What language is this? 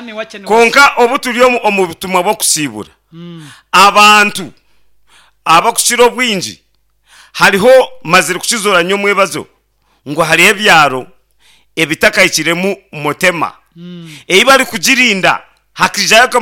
Nyankole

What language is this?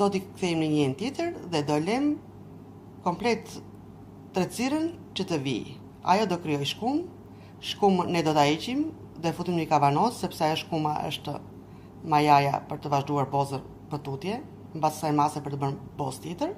Albanian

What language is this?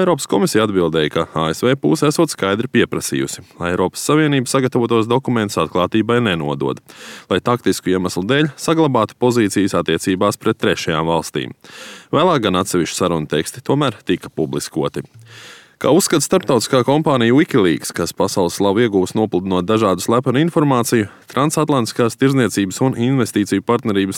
Latvian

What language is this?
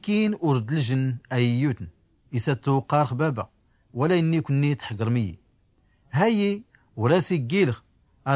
Tachelhit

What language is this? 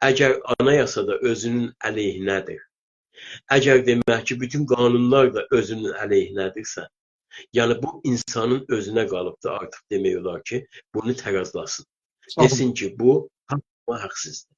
South Azerbaijani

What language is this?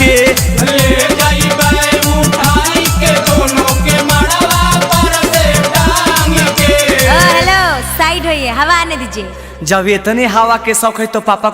Magahi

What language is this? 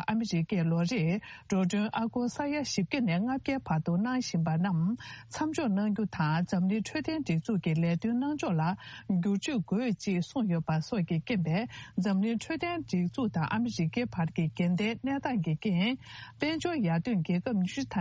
Tibetan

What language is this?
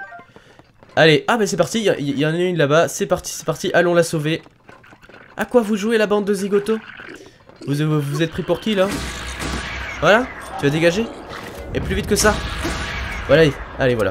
French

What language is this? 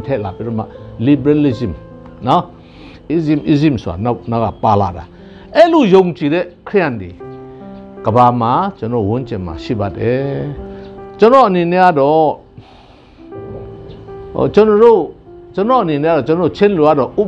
Burmese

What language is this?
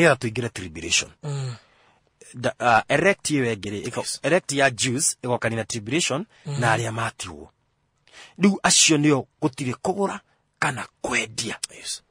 Kikuyu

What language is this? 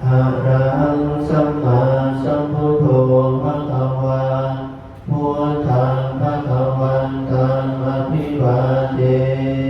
Pali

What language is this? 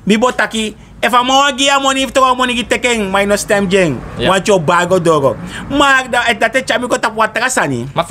Sranan Tongo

